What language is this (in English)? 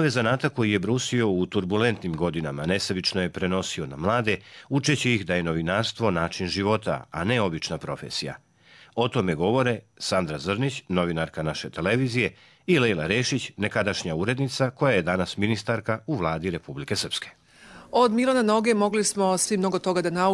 Bosnian